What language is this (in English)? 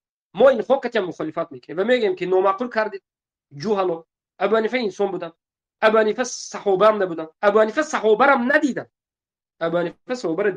Tajik